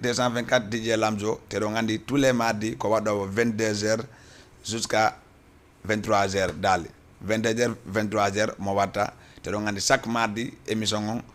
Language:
Fula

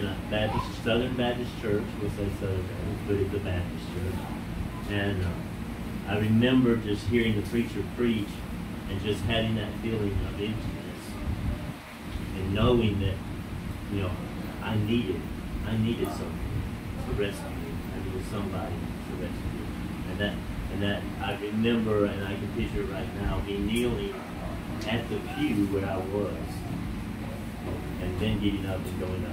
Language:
English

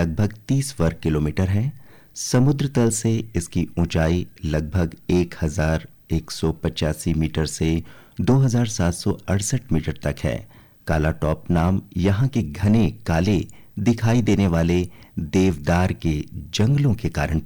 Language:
Hindi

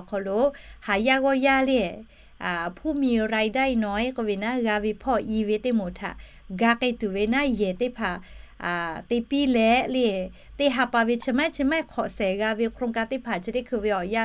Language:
Lahu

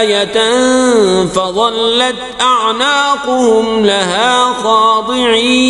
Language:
Kashmiri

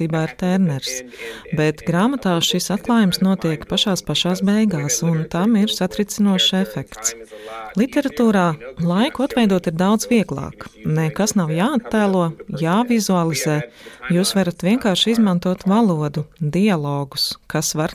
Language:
Latvian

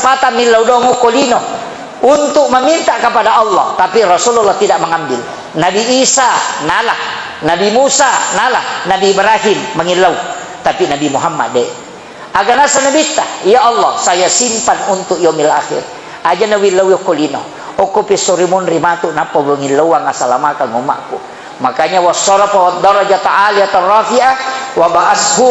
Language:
Buginese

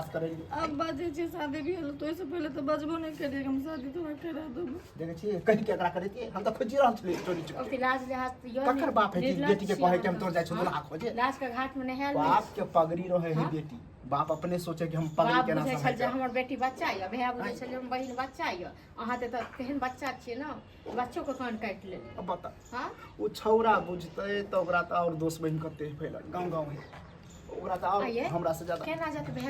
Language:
Maithili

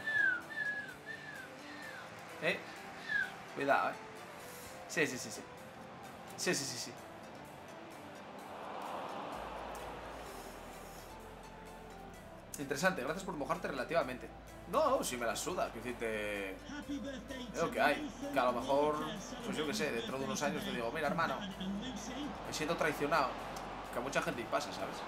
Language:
Spanish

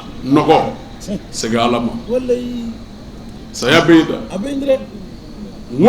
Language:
Bambara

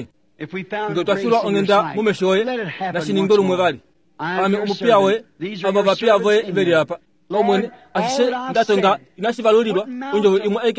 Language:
Kuanyama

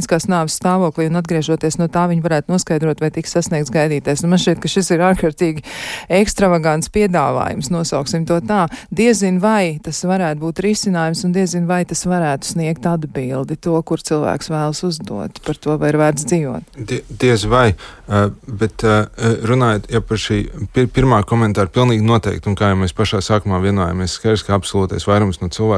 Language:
Latvian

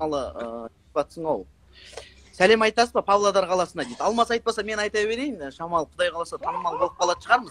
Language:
Kazakh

